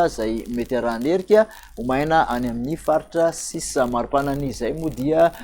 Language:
Malagasy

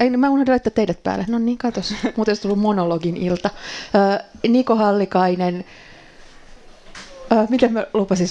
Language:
Finnish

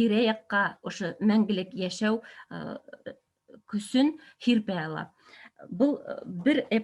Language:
Bashkir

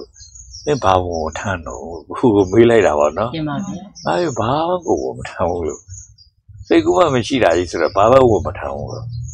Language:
Burmese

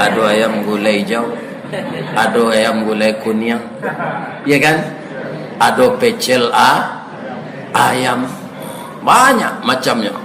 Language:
Minangkabau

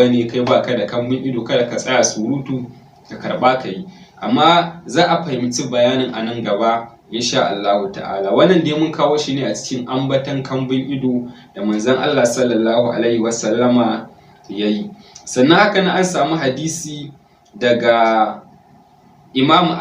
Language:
Hausa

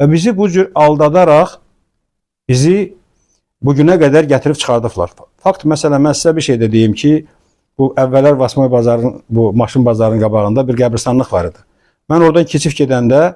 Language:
Azerbaijani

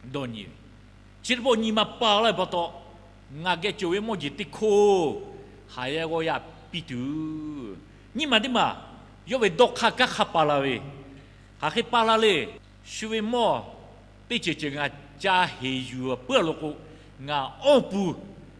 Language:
Lahu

